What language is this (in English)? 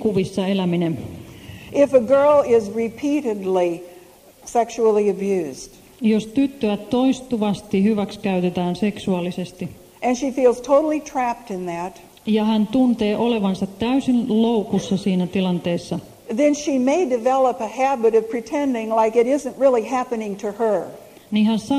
Finnish